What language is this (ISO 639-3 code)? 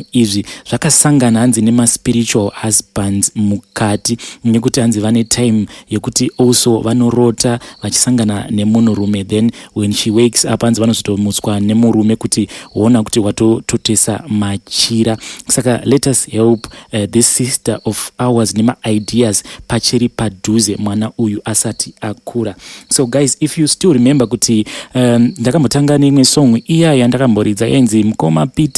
sna